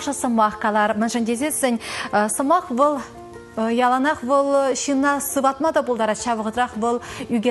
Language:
Chuvash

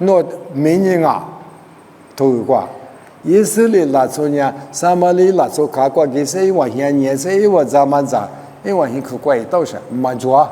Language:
Lisu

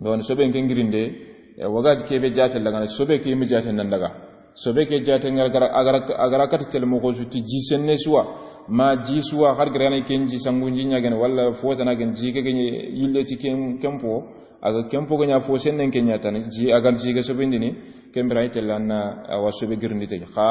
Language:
Soninke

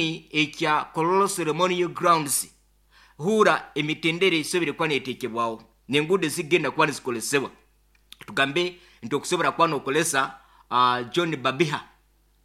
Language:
Nyankole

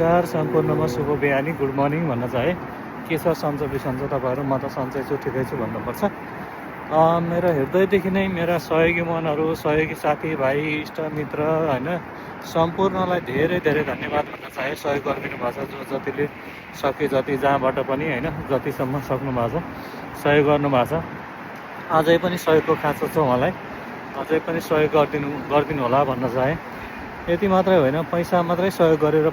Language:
Nepali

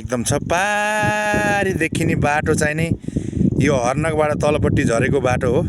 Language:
Nepali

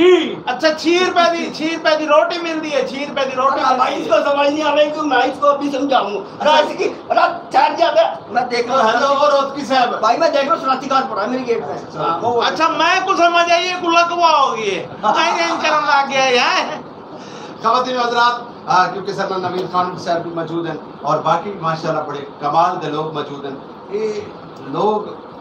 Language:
Saraiki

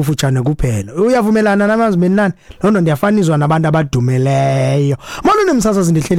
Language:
Xhosa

